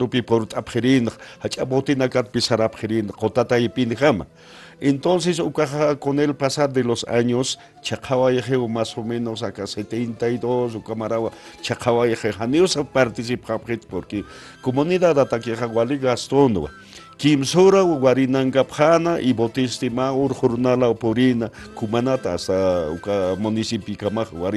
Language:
Aymara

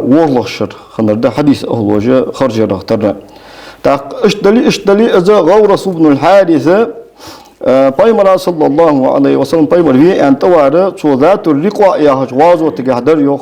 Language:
Ingush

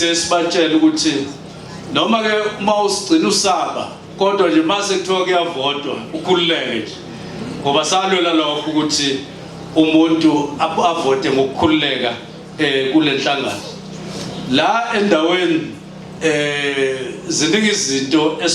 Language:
Zulu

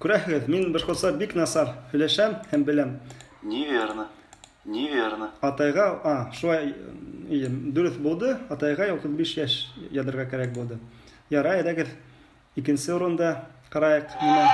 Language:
Bashkir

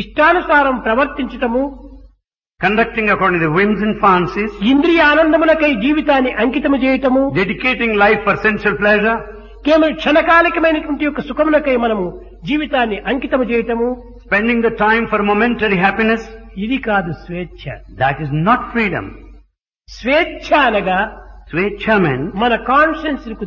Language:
Telugu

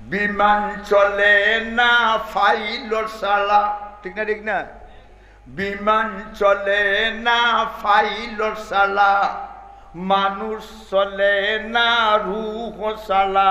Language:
Sylheti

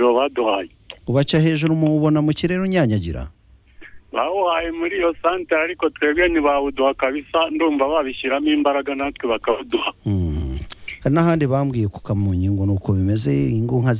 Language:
Kinyarwanda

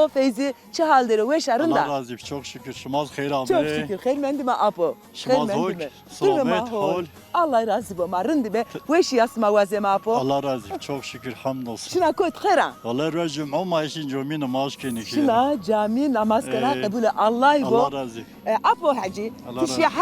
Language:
Zaza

